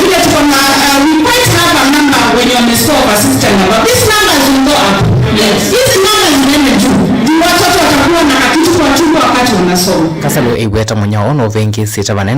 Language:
Kamba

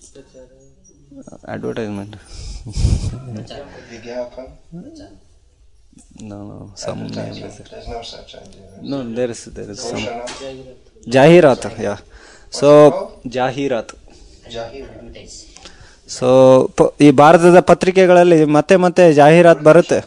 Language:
Kannada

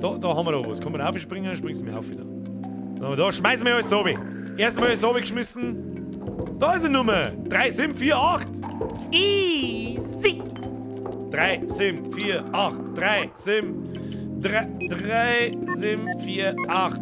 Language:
Bavarian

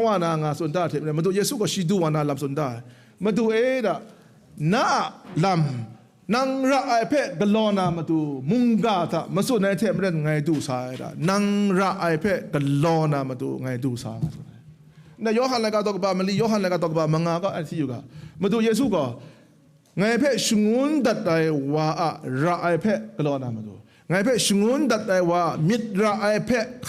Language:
Kachin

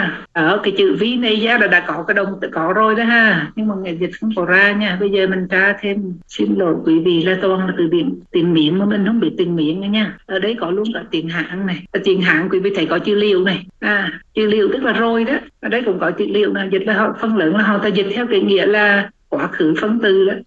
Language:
Vietnamese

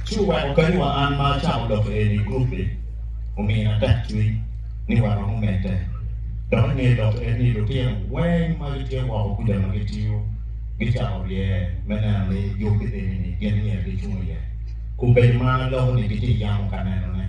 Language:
Acoli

